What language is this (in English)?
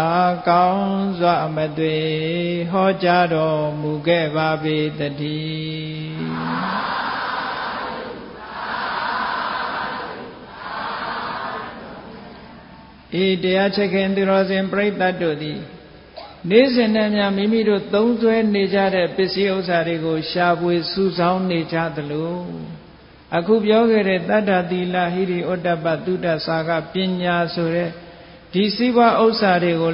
Burmese